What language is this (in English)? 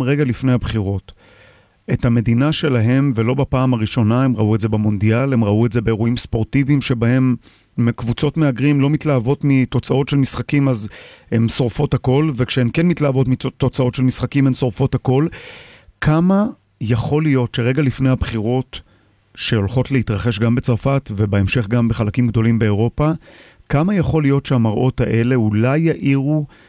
Hebrew